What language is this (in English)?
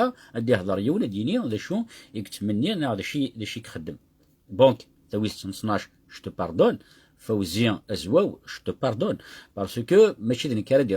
Kabyle